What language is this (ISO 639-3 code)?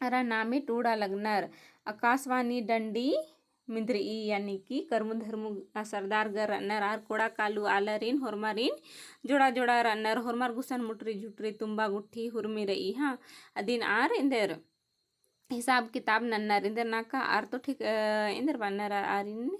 kru